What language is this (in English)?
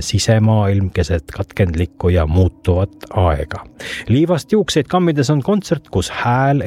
Estonian